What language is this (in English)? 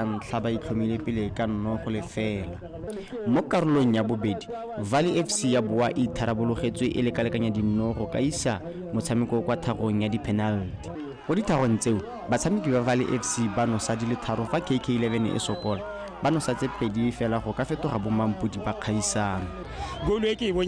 Tswana